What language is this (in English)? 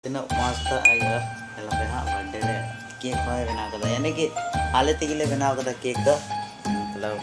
Santali